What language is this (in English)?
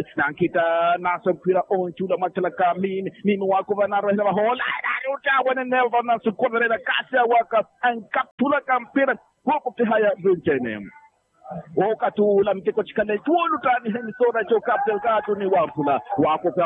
Swahili